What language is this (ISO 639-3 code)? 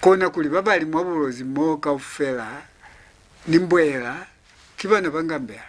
loz